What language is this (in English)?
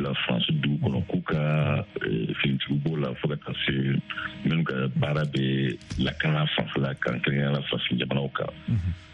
Bambara